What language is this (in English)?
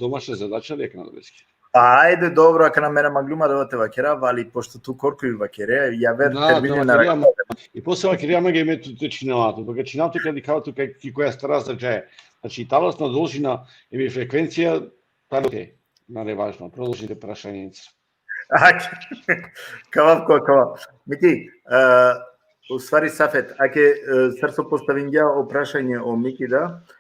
Balkan Romani